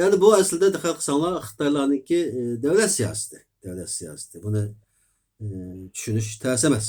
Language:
Uyghur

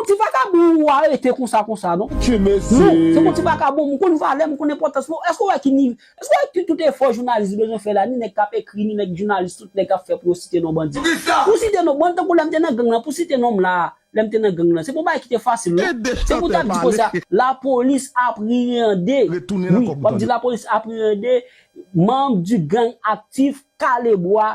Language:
Haitian Creole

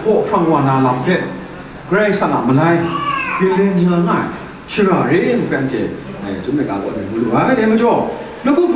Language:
Kachin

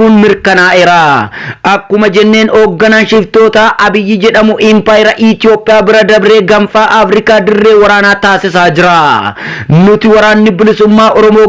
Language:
Oromo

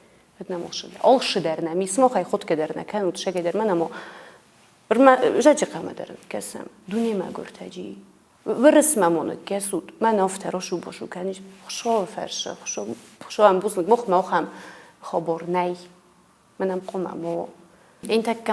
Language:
Ossetic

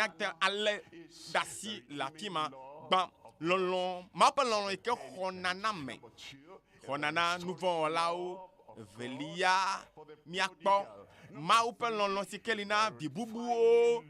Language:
Ewe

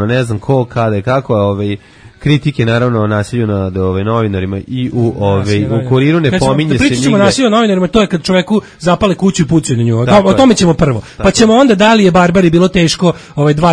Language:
Serbian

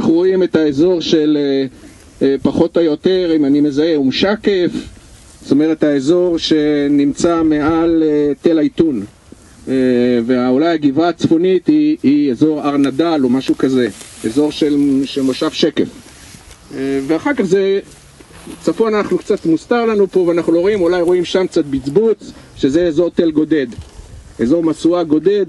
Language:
Hebrew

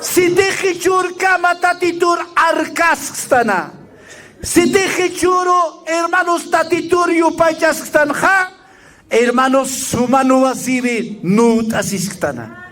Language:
Aymara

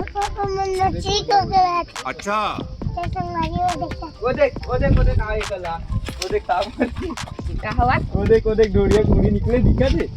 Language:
Chhattisgarhi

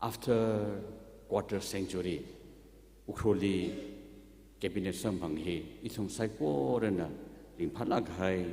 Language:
Tangkhul Naga (India)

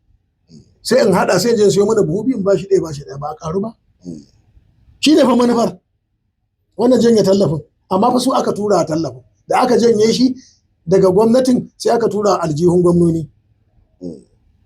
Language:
Hausa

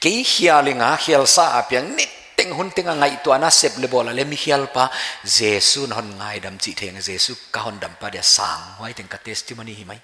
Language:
Paite Chin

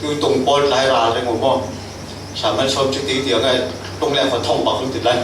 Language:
Falam Chin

